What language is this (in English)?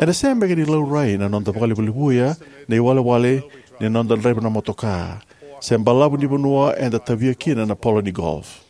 Fijian